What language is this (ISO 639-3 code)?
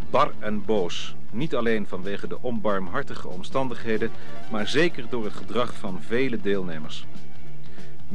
nld